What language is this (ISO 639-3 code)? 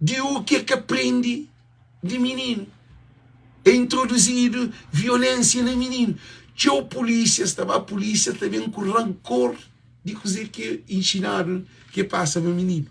kea